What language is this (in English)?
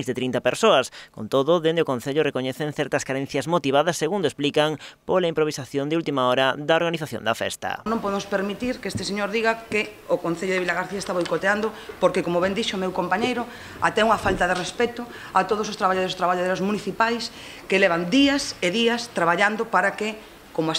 Galician